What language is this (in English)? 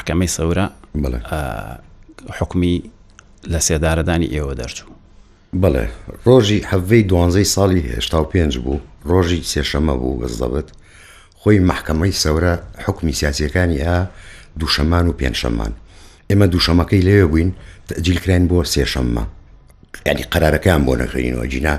Central Kurdish